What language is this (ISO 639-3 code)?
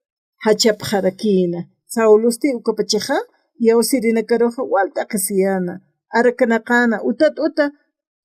aym